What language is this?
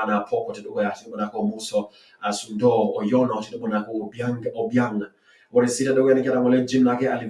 Masai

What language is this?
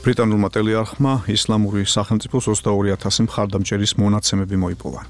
Georgian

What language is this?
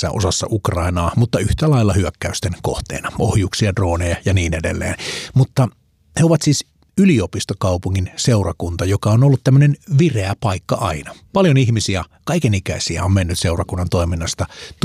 Finnish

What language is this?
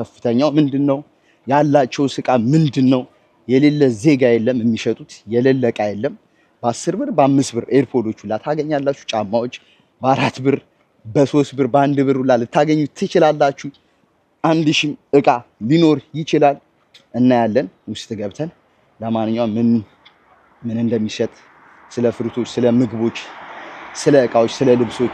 Amharic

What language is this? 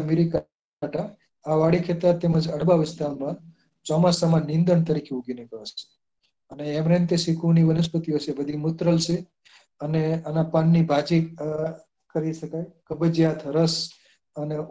Gujarati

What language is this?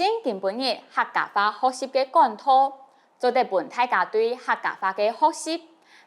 Hakka Chinese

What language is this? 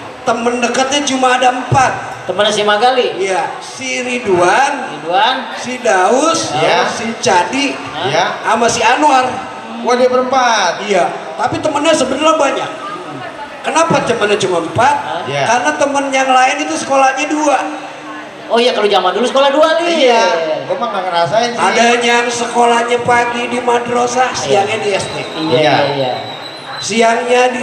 Betawi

